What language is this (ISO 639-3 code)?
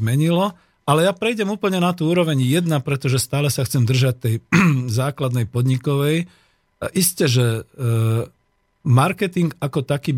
slk